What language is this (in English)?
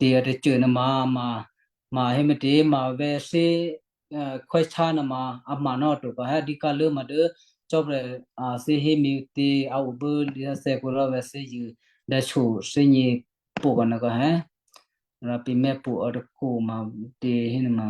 Western Kayah